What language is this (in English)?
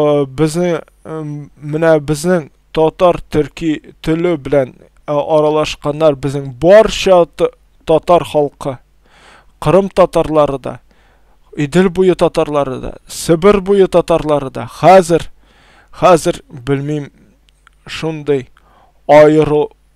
Tatar